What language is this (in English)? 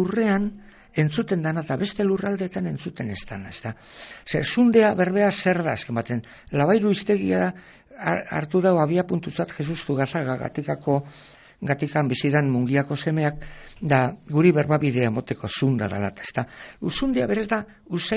Basque